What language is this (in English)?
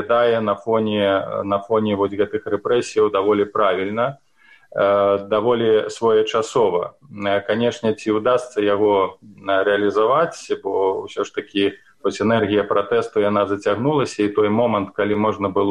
Belarusian